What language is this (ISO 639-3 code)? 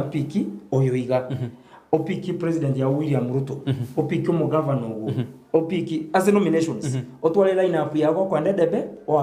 guz